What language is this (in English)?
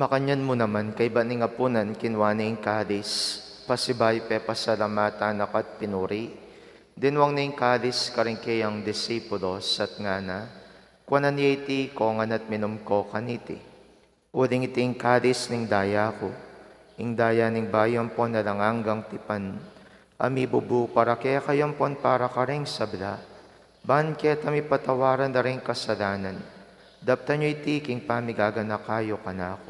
Pampanga